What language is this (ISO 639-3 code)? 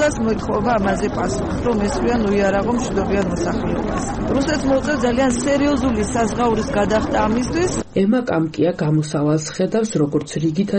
kat